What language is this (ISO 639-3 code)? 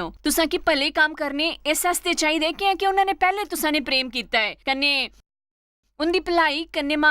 doi